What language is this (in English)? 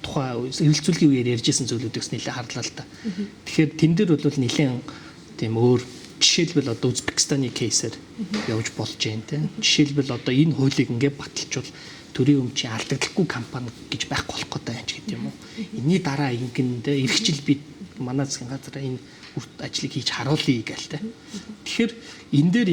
Mongolian